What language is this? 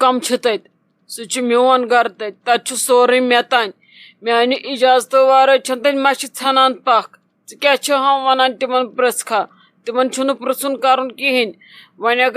Kashmiri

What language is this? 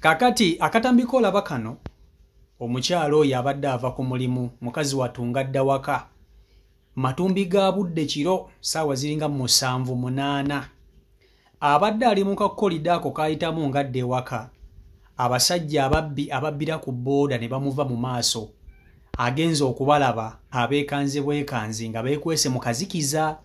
Ganda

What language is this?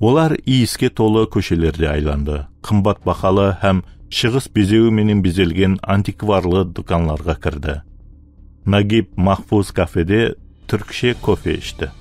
Kara-Kalpak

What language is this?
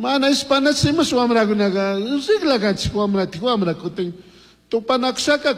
Chimborazo Highland Quichua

